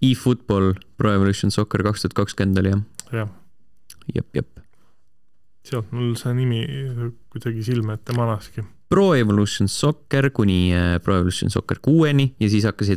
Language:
Estonian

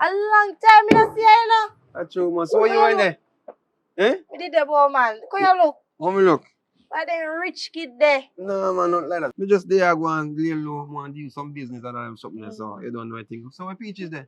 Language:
Jamaican Creole English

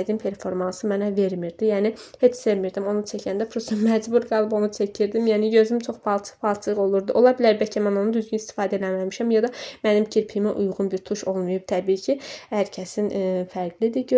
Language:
Azerbaijani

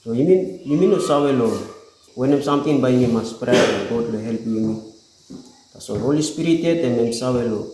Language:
Tok Pisin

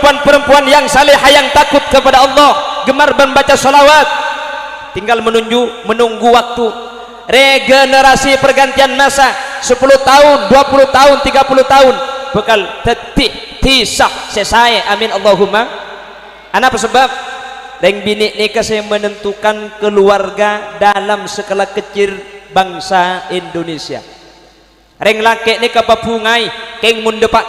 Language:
Madurese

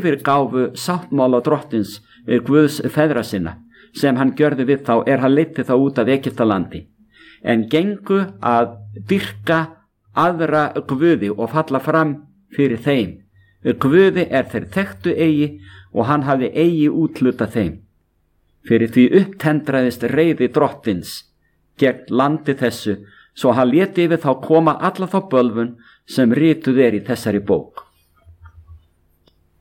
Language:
Icelandic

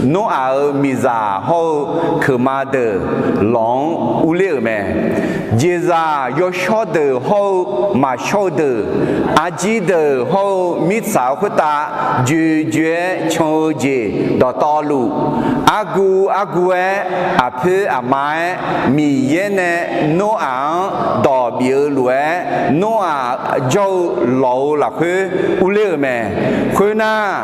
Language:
Akha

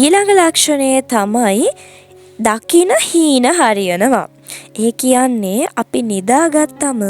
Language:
Sinhala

